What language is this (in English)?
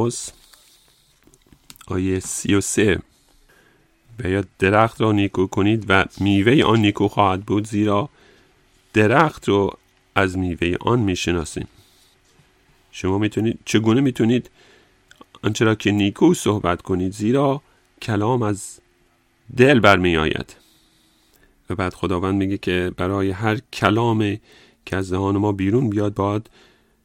Persian